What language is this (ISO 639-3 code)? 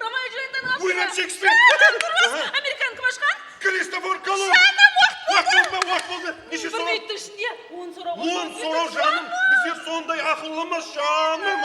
kaa